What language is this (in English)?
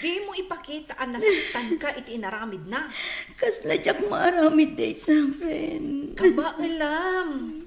Iloko